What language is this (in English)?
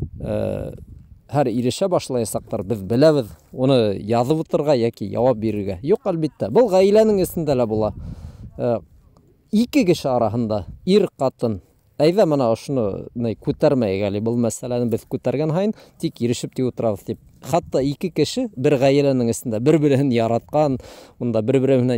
Bashkir